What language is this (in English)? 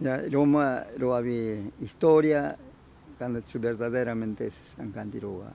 Ashéninka Perené